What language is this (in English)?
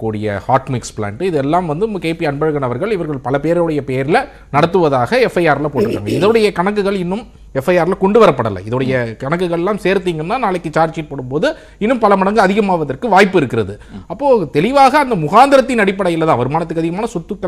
Tamil